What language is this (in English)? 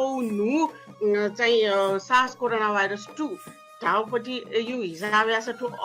Newari